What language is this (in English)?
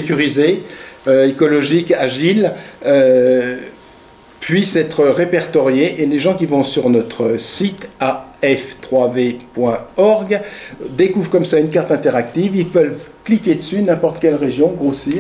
French